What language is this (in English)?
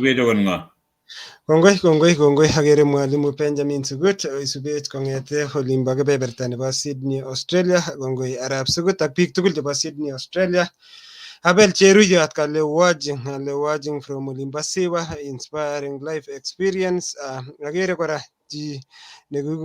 Kalenjin